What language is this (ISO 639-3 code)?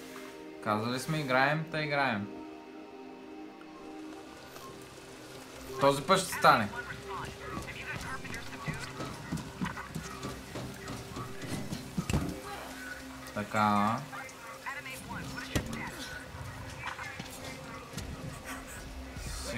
bul